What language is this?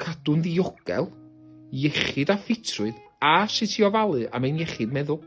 Welsh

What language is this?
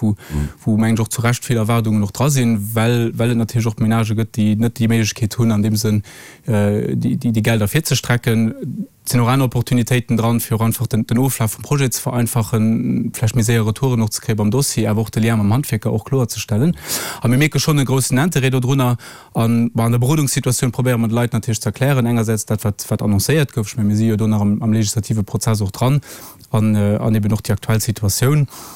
Luxembourgish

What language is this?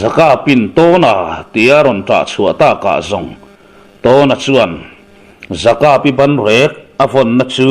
Mizo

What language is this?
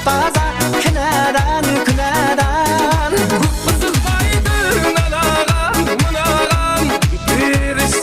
Kara-Kalpak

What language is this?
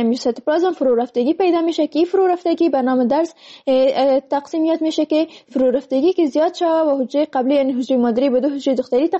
Persian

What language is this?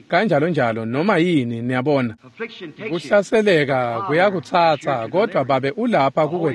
Swati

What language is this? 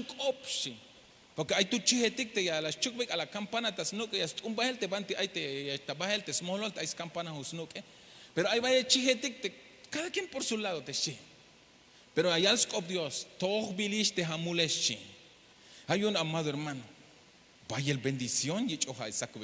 Tzeltal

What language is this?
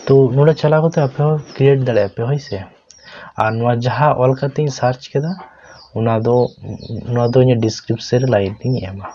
Santali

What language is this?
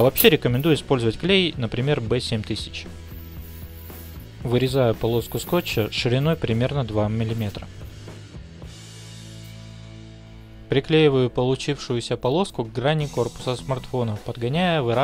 Russian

